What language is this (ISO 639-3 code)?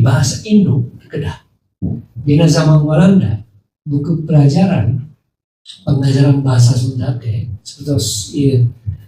sun